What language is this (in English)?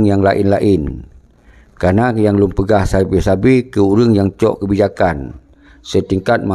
Achinese